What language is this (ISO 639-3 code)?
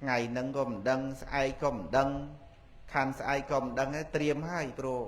khm